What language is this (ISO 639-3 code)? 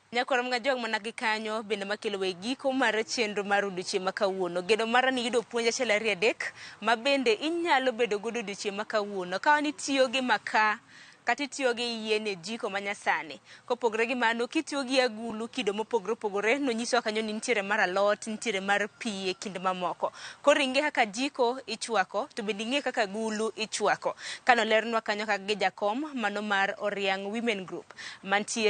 luo